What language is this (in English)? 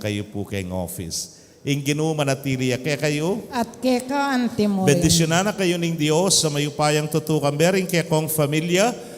Pampanga